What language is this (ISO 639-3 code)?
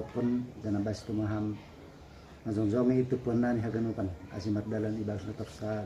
bts